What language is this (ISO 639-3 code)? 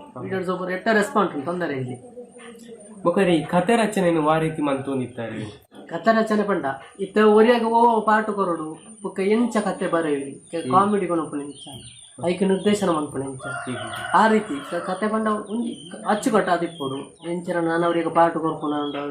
tcy